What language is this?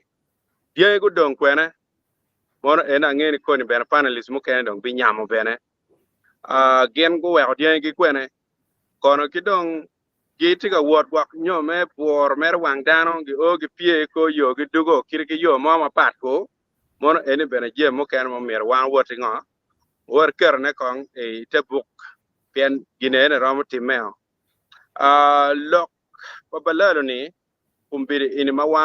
Acoli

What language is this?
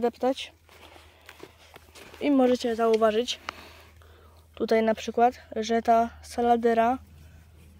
Polish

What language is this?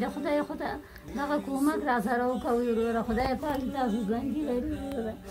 Pashto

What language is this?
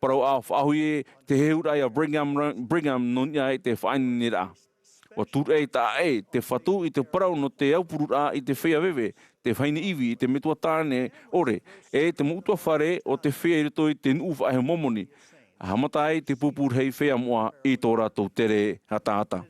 Tahitian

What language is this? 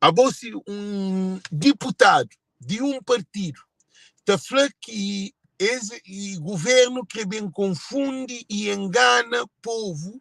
Kabuverdianu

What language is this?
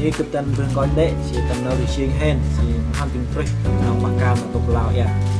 Central Mnong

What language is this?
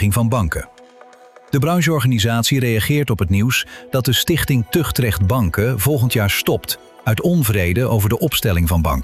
Dutch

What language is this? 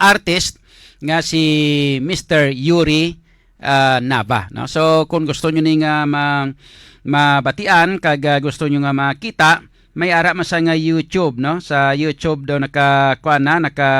Hiligaynon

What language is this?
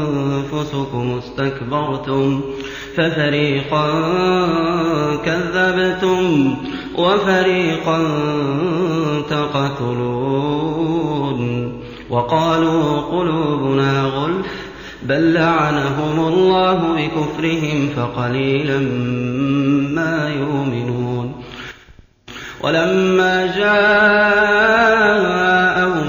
Arabic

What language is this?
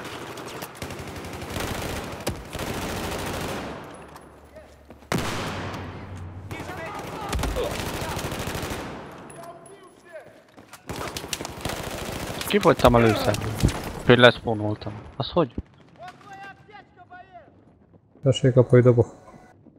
Hungarian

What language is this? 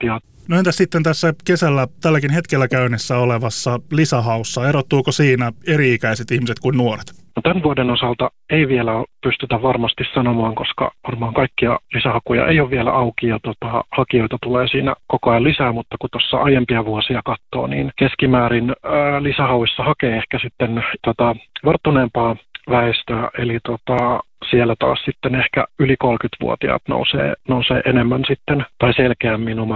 Finnish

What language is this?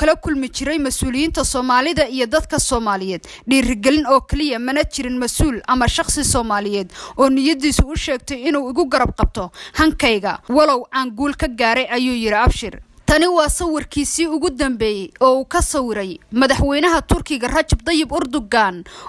Somali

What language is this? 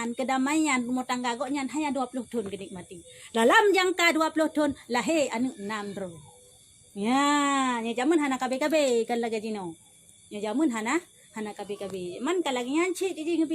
Achinese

